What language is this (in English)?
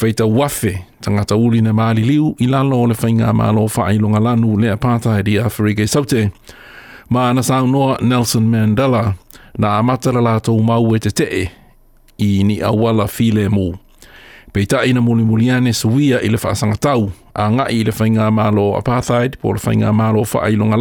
Samoan